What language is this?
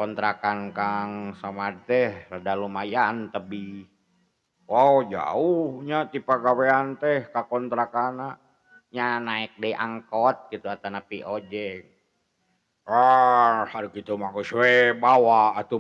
Sundanese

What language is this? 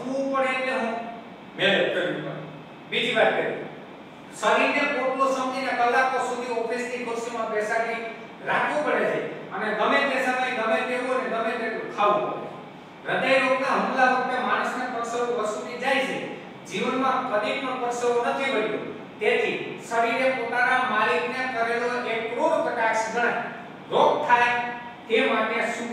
Gujarati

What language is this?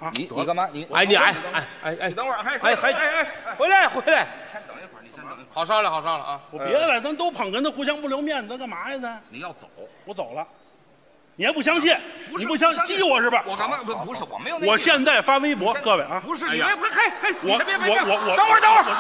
Chinese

